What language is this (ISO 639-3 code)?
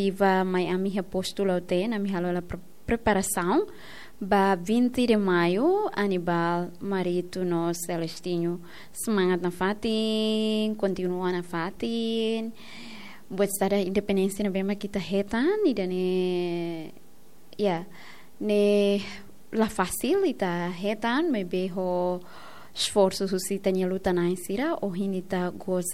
tet